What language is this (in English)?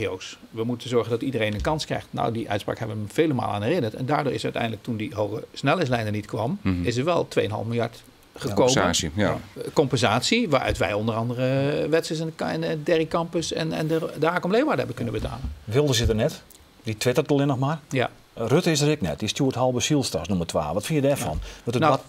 Western Frisian